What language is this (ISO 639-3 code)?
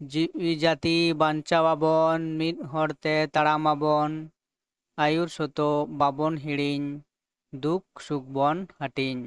sat